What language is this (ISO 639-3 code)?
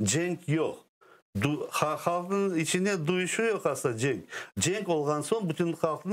crh